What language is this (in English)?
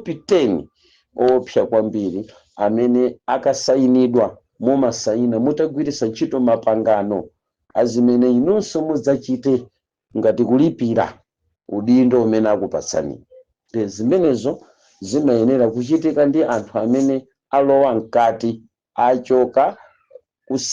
Nyanja